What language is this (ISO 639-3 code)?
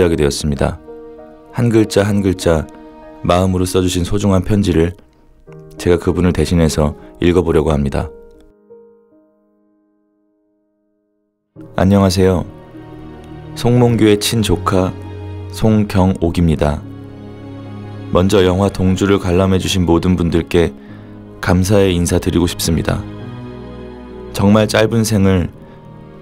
kor